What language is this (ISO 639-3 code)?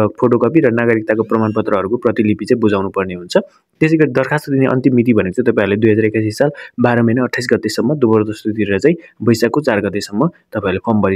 nep